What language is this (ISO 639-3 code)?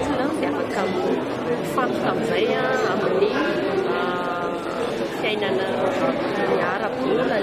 mlg